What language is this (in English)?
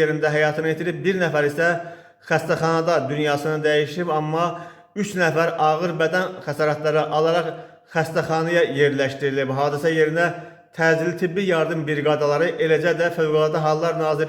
Azerbaijani